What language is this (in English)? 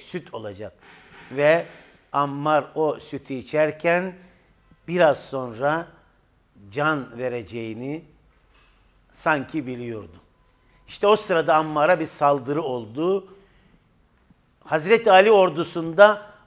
Turkish